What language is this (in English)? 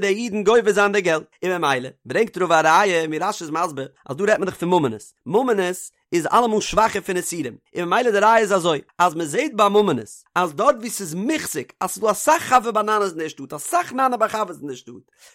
Yiddish